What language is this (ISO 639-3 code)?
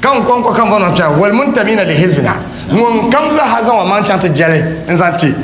dag